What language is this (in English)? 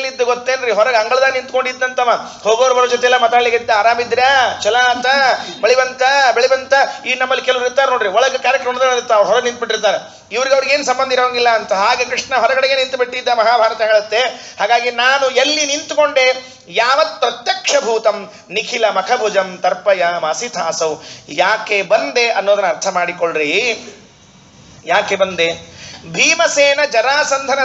Kannada